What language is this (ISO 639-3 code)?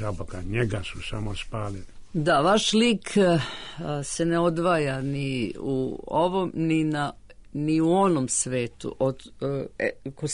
srp